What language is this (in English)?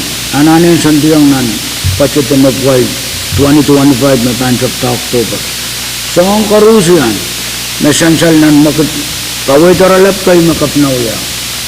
Pohnpeian